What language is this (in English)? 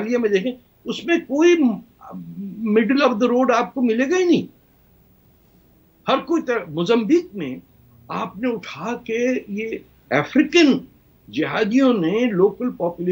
Urdu